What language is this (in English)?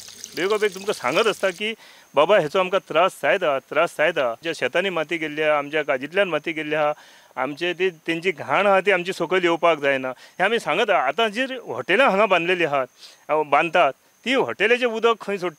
Konkani